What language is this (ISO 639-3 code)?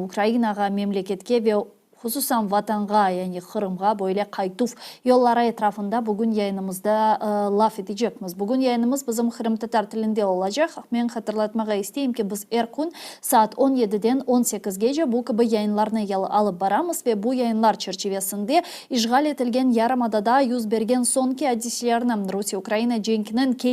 crh